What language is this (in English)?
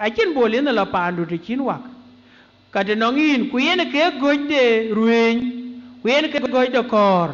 Dinka